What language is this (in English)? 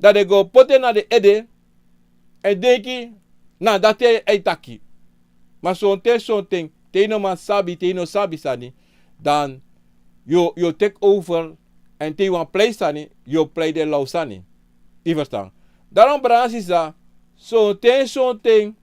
Sranan Tongo